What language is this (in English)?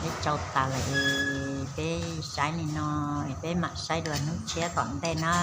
Hmong